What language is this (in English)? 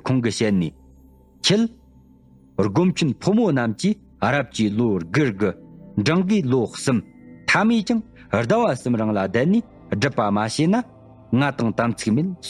Tibetan